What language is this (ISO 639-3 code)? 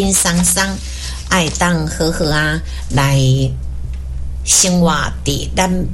nan